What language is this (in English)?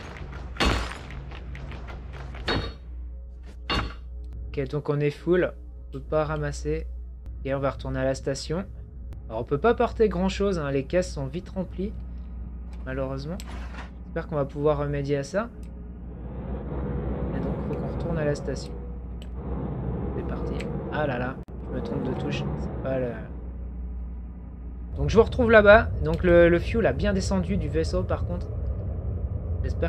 French